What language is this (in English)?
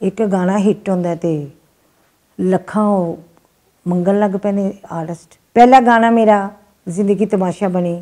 Western Panjabi